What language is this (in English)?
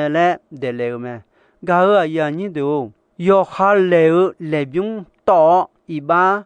Akha